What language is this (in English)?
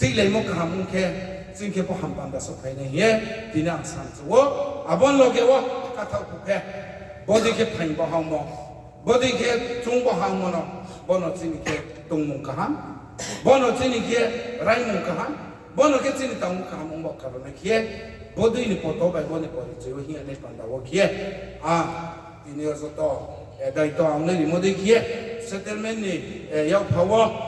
Riang (India)